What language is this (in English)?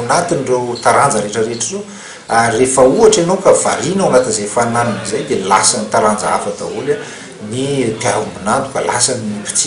Malagasy